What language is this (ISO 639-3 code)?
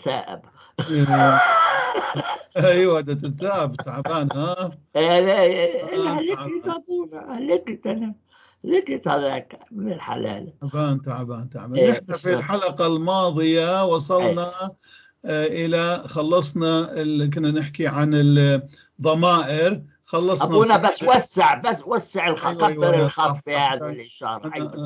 apc